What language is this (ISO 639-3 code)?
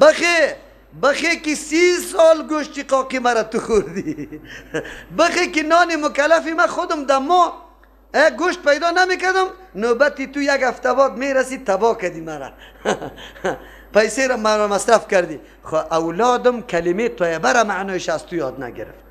fas